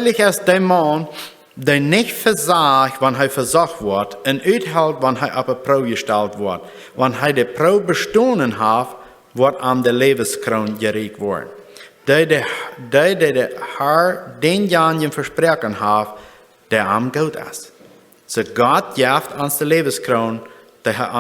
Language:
Plautdietsch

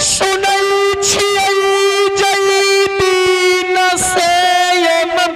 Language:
Maithili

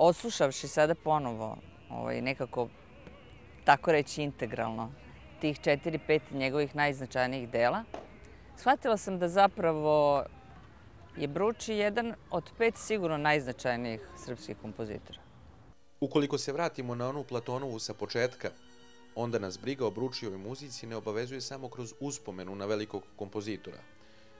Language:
Serbian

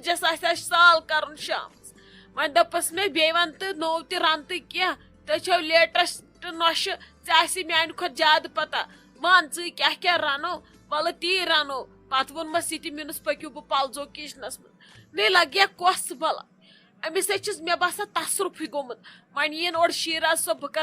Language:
Kashmiri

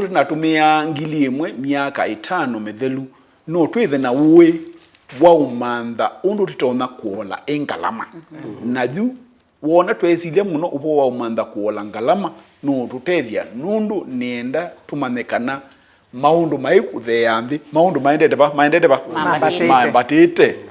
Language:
Kamba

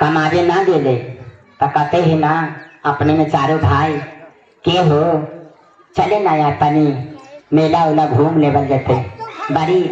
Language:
Magahi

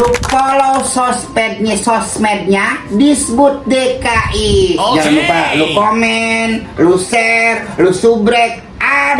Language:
Betawi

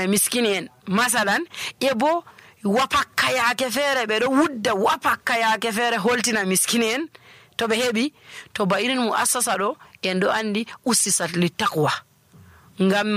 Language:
Nigerian Fulfulde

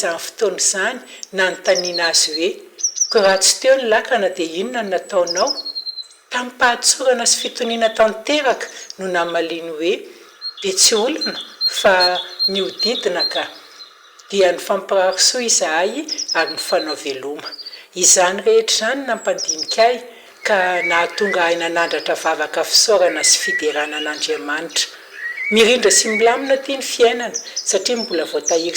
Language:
Malagasy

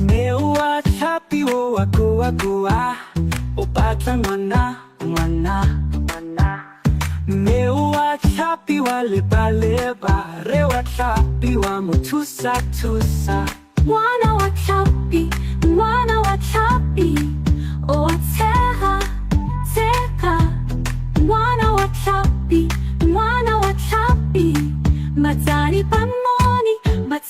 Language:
Tswana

